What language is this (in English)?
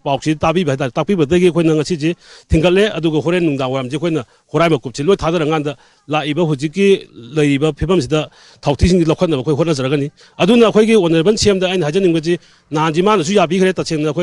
Manipuri